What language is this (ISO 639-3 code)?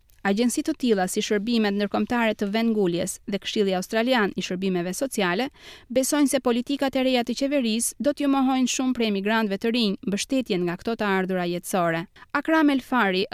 sqi